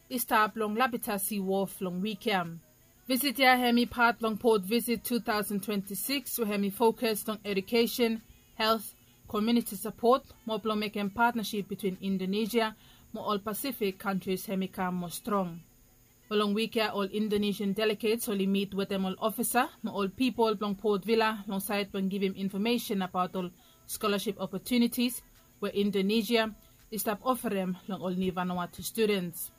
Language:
Bislama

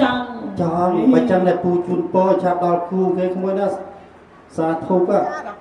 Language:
Khmer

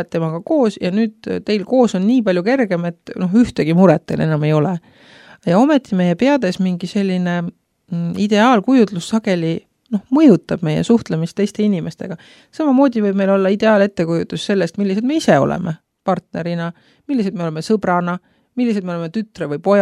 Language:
Estonian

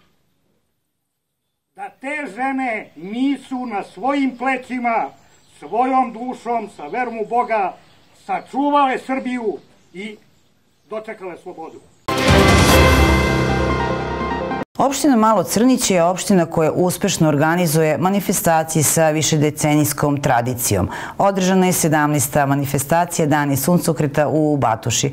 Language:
Serbian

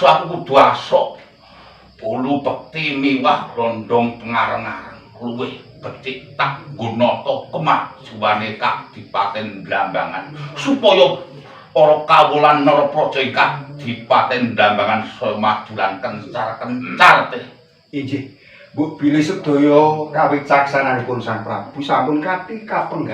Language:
Javanese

